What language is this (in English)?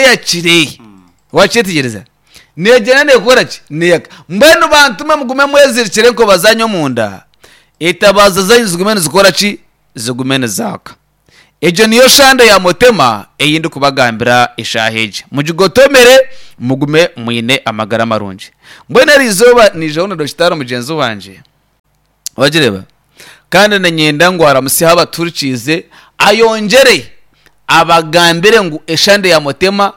Nyankole